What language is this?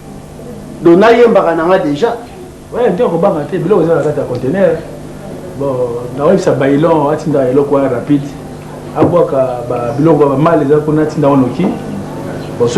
Lingala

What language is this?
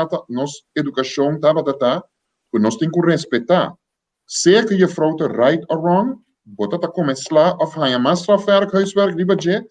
Papiamento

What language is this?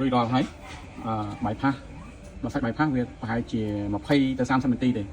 Khmer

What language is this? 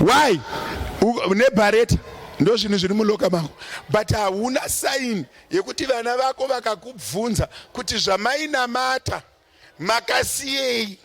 Shona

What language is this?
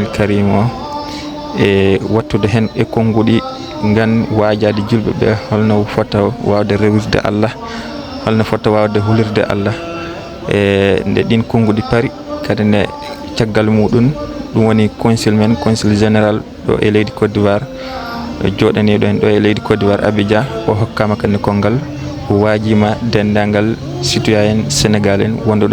Fula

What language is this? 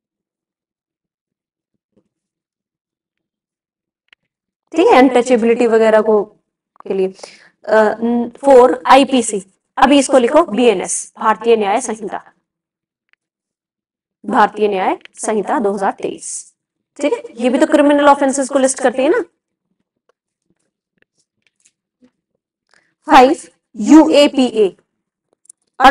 Hindi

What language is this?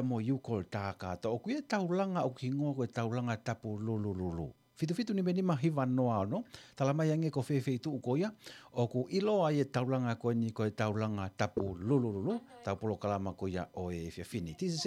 Tongan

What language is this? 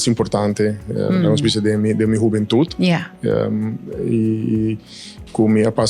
Papiamento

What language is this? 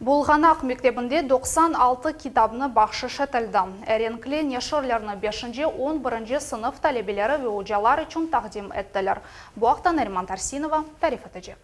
Crimean Tatar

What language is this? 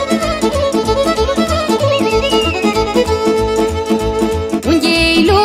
Romanian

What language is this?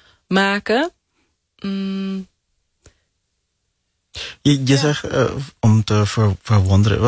Dutch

